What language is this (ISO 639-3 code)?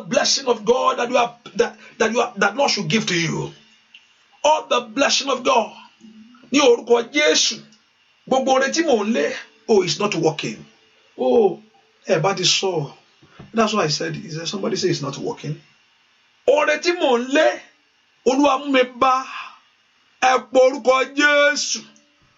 yor